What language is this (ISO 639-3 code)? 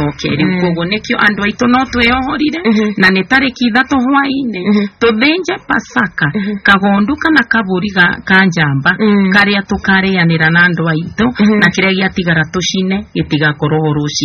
kik